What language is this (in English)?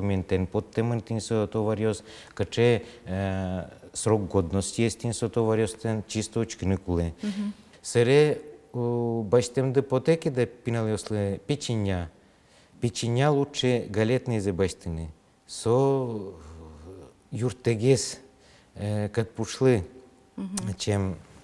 Udmurt